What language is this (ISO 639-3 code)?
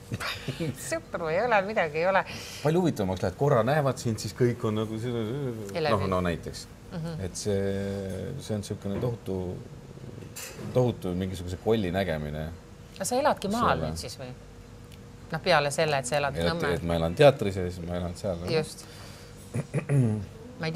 est